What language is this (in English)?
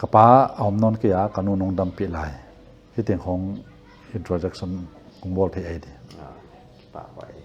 Paite Chin